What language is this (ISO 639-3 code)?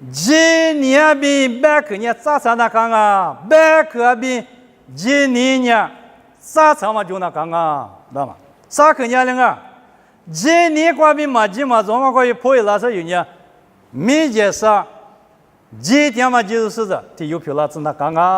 lis